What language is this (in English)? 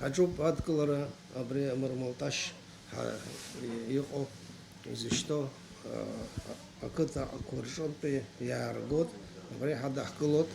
Abkhazian